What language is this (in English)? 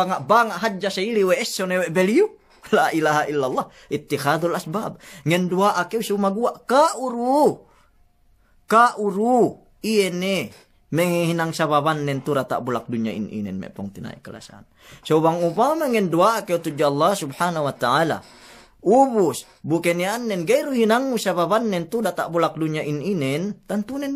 Yakan